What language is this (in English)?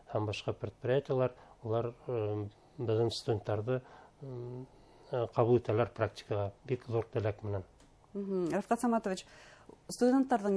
Bashkir